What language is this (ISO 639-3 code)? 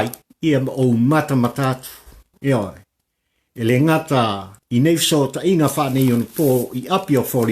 smo